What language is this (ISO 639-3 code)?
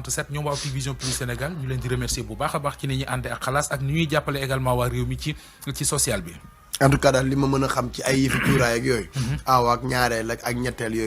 wol